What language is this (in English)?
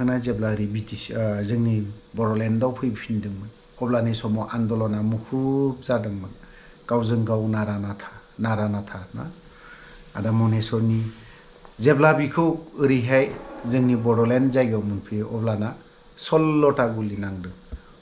Bodo